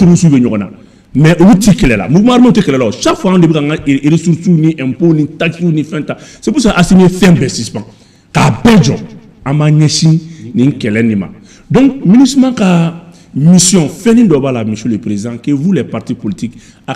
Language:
Bambara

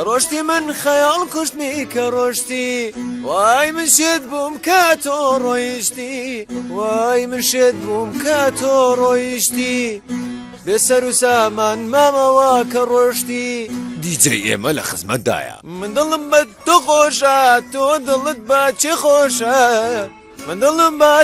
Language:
Central Kurdish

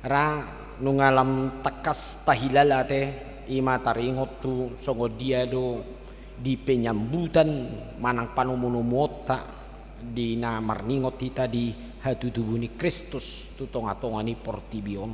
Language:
Batak Toba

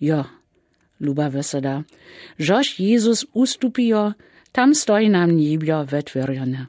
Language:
Lower Sorbian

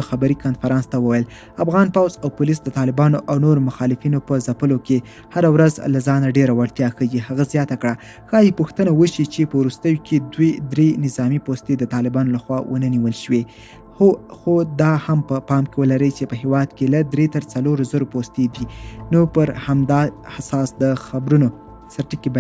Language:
Pashto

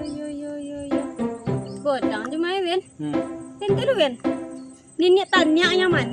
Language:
Minangkabau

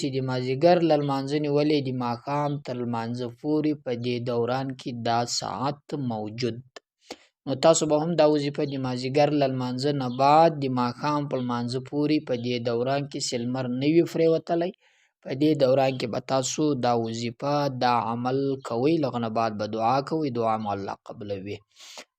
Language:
Pashto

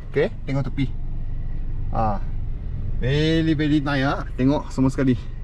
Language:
Malay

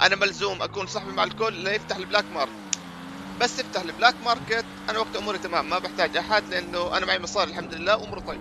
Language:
North Levantine Arabic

